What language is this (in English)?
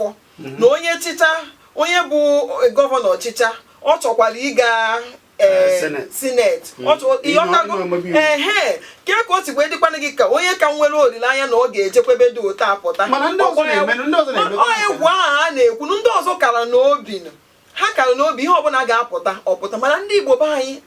Igbo